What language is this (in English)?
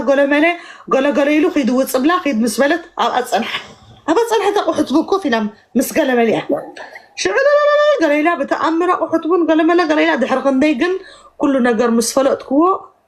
Tigrinya